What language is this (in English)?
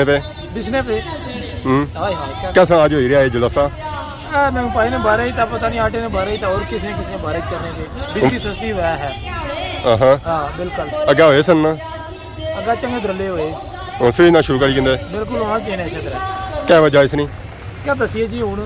Pahari-Potwari